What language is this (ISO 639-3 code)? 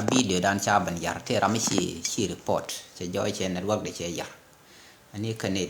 nus